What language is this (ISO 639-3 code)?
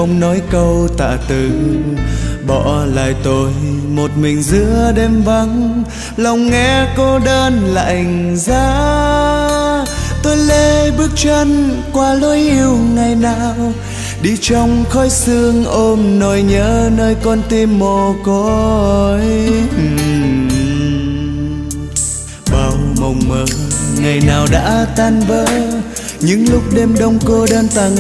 vie